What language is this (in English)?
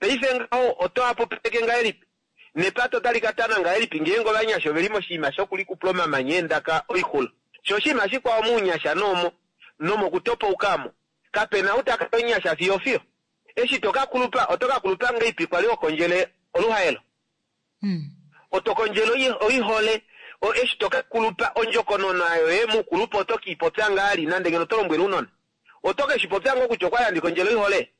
Kuanyama